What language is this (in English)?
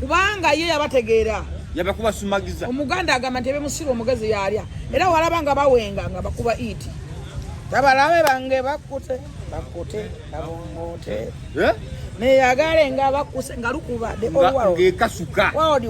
Ganda